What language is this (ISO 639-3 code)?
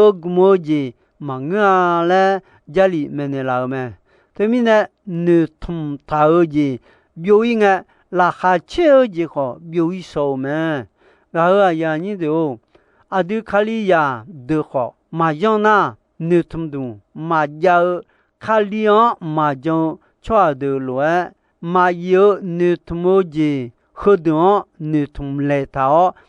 ahk